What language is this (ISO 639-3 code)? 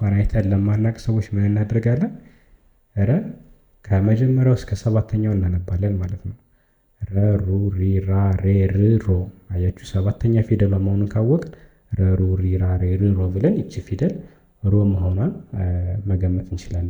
amh